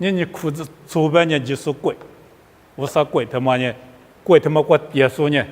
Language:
Lisu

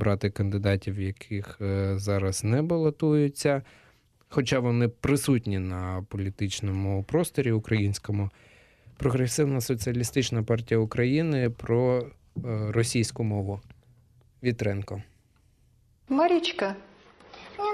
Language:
Ukrainian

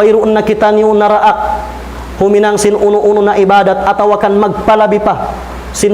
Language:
Tausug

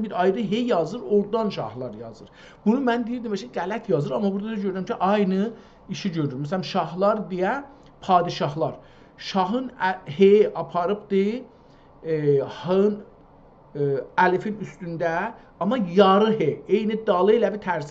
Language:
South Azerbaijani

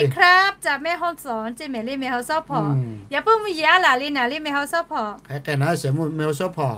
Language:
Lahu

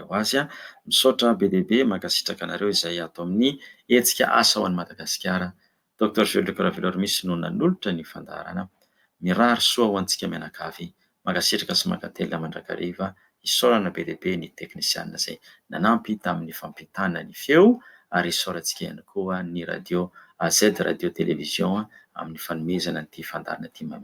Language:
Malagasy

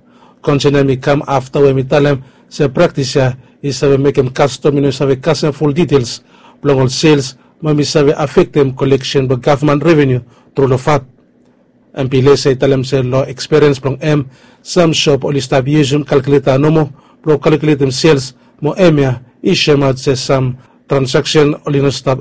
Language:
Bislama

